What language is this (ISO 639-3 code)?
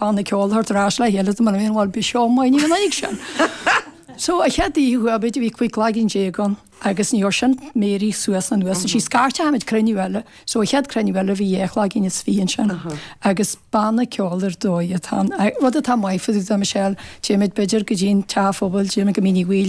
gle